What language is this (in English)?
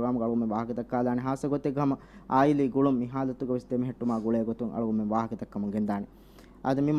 Divehi